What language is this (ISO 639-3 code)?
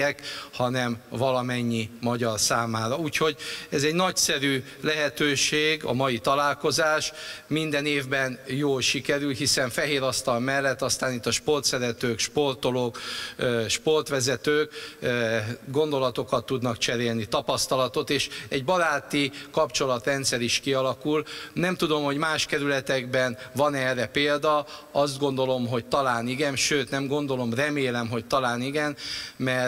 hun